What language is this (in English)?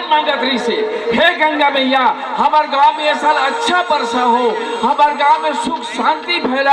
Chhattisgarhi